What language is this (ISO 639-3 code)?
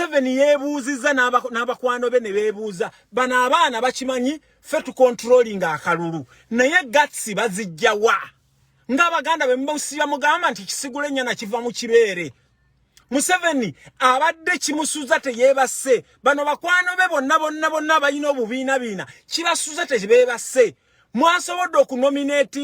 lug